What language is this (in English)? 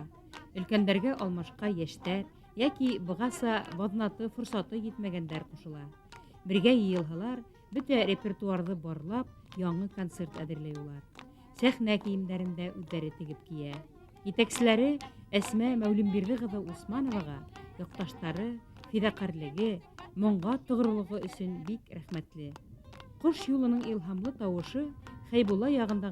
Bashkir